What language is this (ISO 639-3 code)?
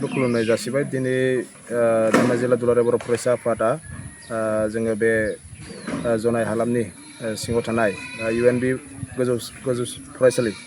brx